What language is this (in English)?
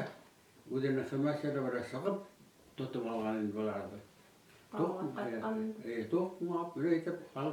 Bashkir